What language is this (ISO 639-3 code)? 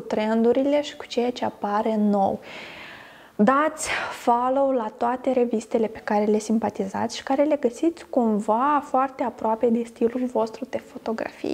ron